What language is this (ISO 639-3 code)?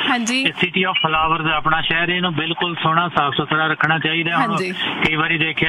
pan